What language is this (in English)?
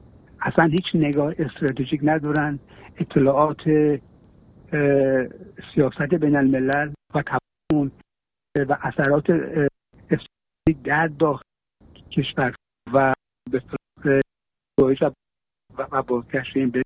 Persian